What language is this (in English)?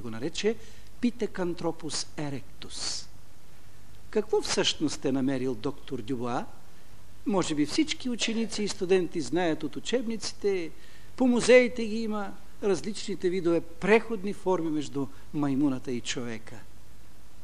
Bulgarian